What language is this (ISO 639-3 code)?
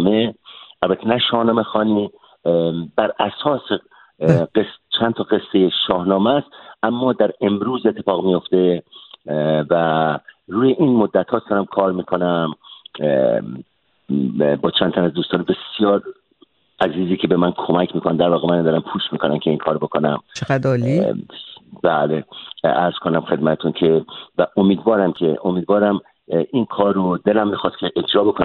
fas